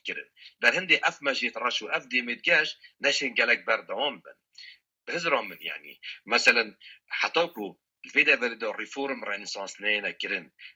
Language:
Kurdish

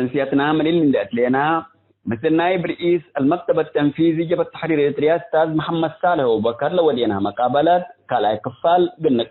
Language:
Tigre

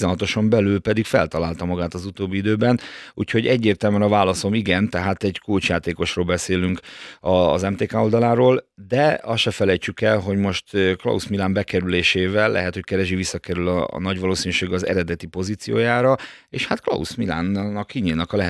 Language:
Hungarian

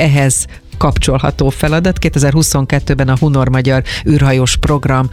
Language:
Hungarian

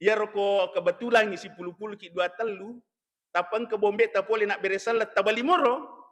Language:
Buginese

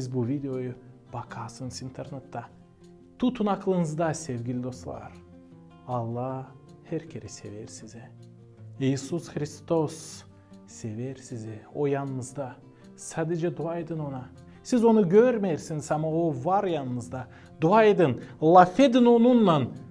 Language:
Gagauz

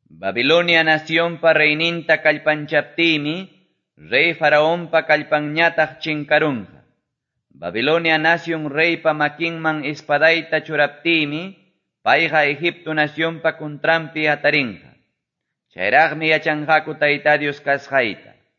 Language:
Quechua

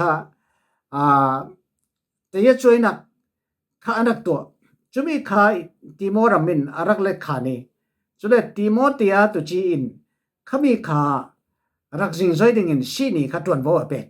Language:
Falam Chin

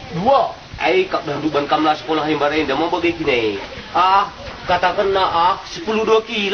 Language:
Batak Karo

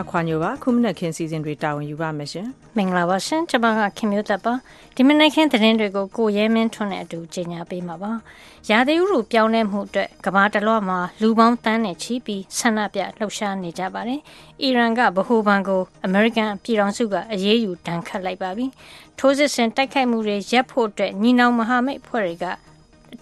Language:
Burmese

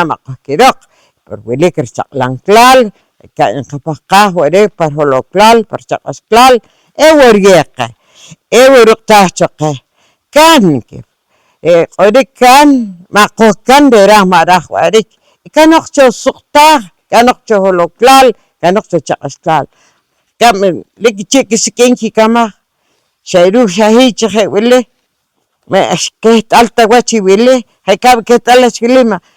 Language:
Poqomchi'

